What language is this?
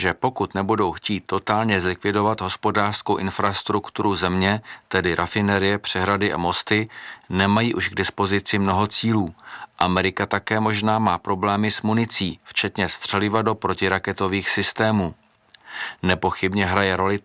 Czech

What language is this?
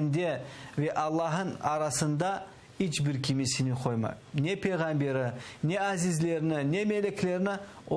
Crimean Tatar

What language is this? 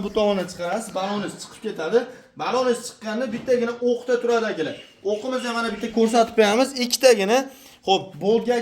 Uzbek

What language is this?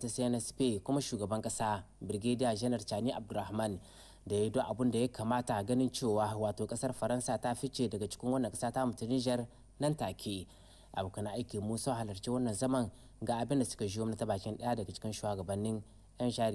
Hausa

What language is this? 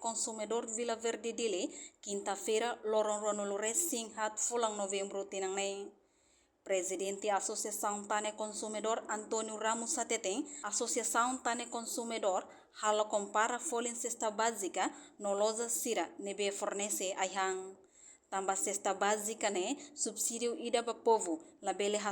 Tetum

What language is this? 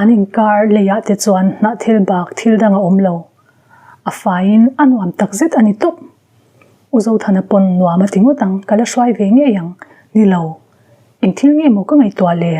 Mizo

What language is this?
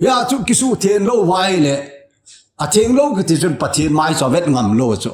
Thado Chin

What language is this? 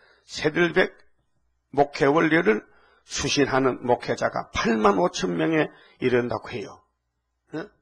Korean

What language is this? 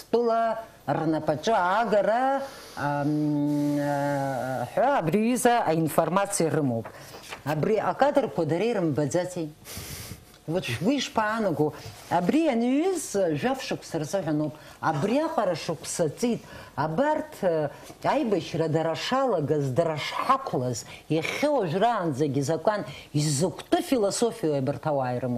Abkhazian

